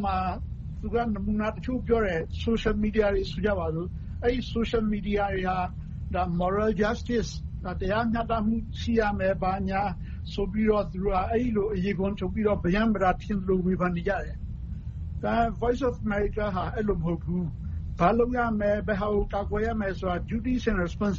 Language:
Burmese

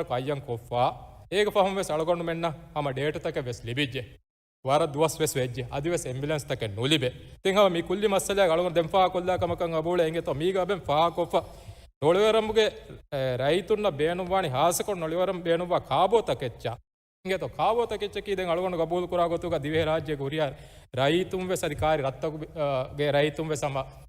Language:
Divehi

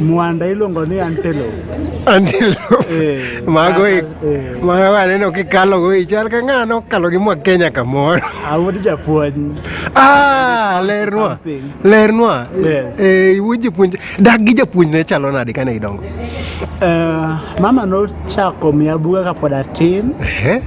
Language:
Luo (Kenya and Tanzania)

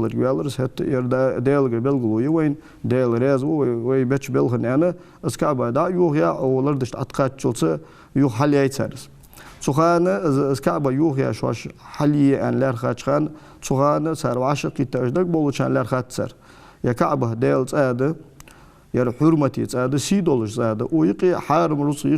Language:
Ingush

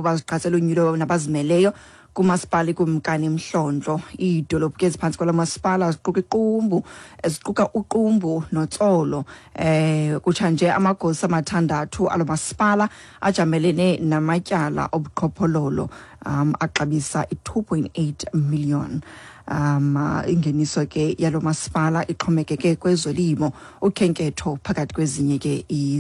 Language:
Xhosa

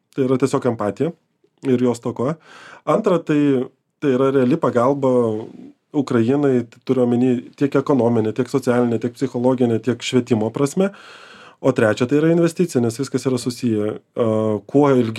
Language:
Lithuanian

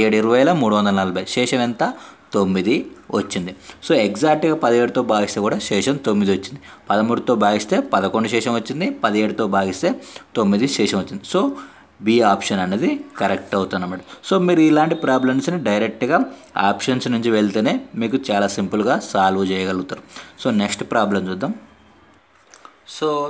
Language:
Telugu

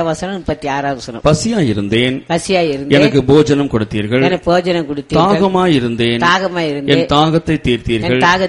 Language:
Tamil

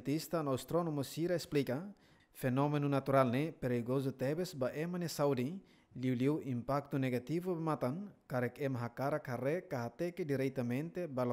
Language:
Tetum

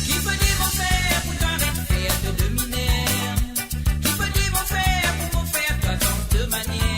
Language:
Morisyen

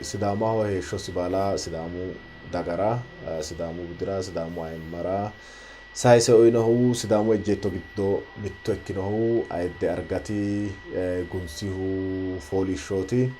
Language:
Sidamo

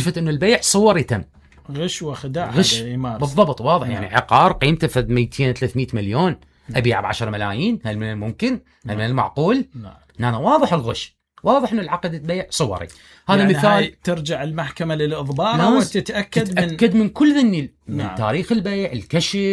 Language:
Mesopotamian Arabic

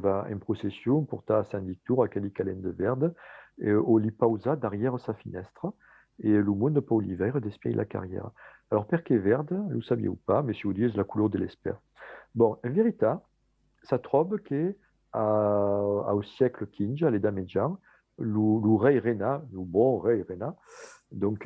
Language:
Occitan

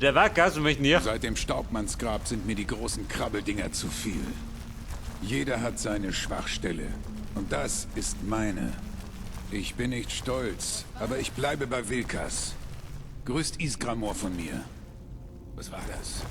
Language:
Bavarian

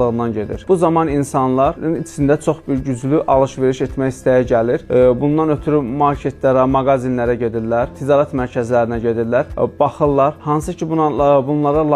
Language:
Azerbaijani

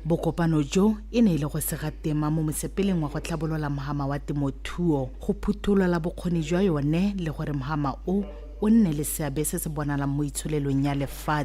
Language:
Tswana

